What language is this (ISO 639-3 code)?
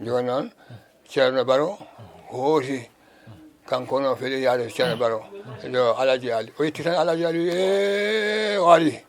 ful